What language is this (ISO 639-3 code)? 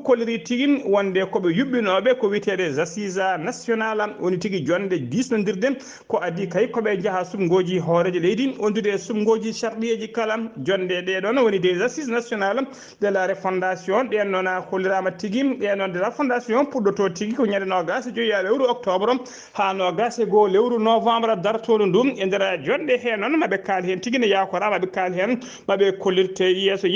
ful